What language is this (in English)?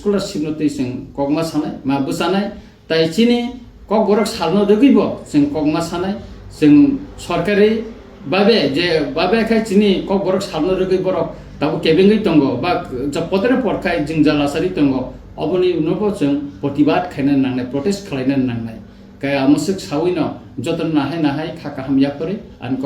Kok Borok